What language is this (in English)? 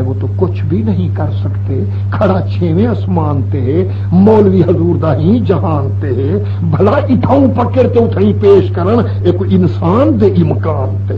Saraiki